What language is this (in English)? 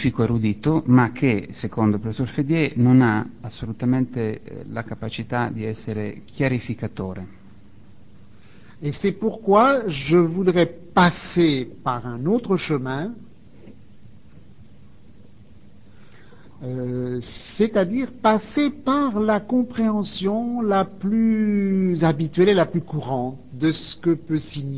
Italian